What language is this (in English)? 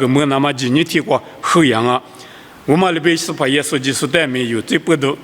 Lisu